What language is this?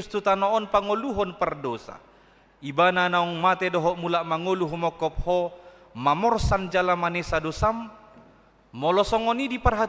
Batak Toba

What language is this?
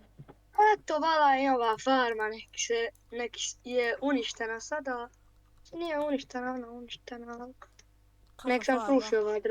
Bosnian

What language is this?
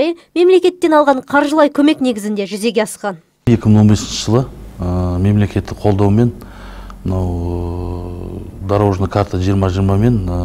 Kazakh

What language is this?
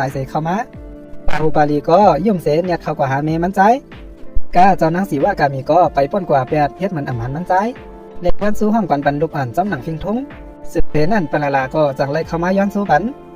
Shan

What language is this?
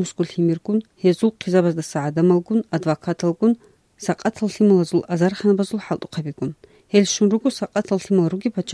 Avaric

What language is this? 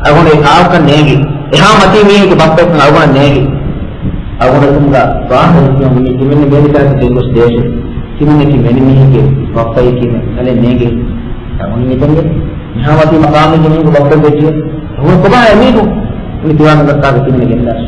Divehi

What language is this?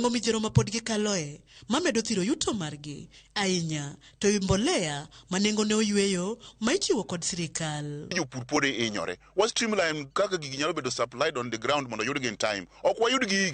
Luo (Kenya and Tanzania)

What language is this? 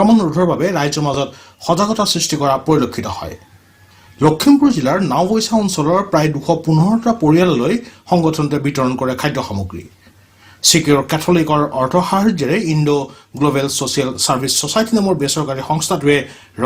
Assamese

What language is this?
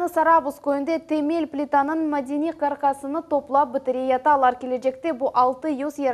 Crimean Tatar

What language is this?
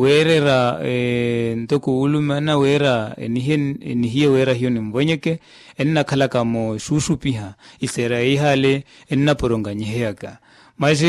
Makhuwa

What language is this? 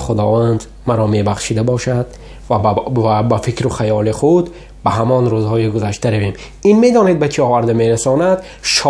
Tajik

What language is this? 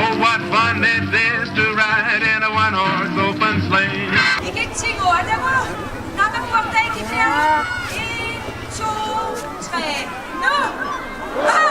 Kalaallisut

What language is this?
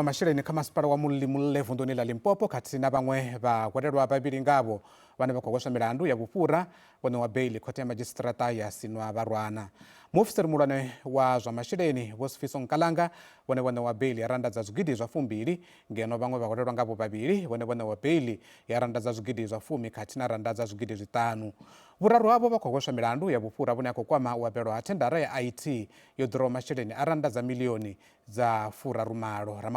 Venda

